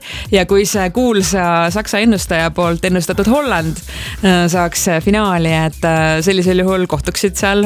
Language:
Estonian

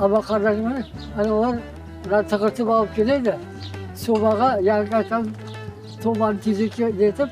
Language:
Crimean Tatar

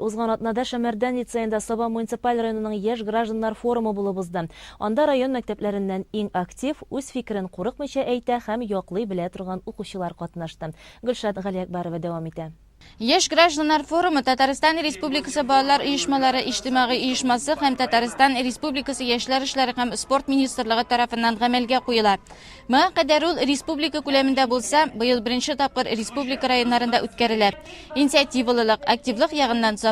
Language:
Tatar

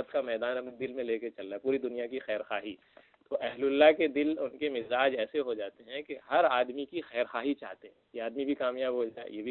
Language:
Urdu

